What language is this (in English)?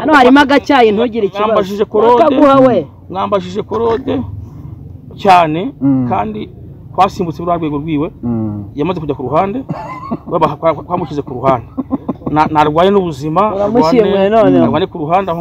Kinyarwanda